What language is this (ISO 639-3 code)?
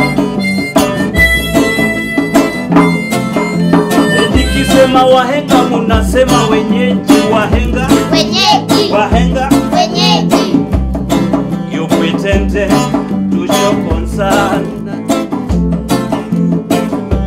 swa